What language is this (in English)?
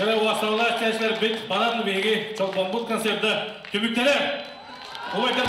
Yakut